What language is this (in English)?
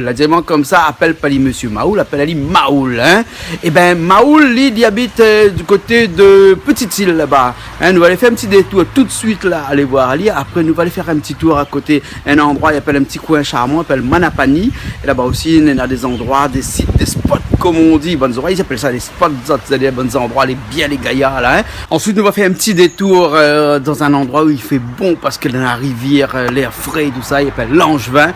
Réunion Creole French